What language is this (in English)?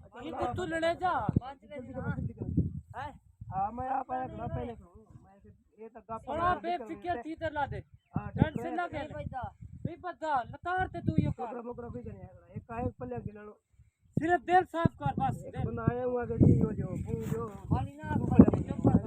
Saraiki